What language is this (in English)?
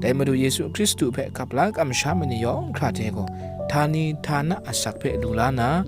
Kachin